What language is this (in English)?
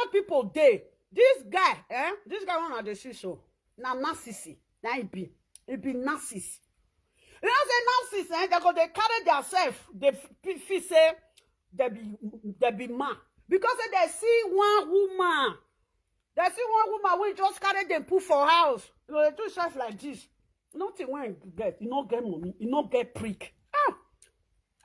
Nigerian Pidgin